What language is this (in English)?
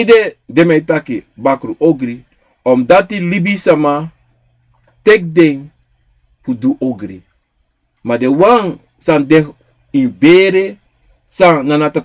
Sranan Tongo